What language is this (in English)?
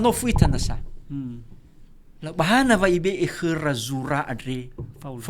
Nias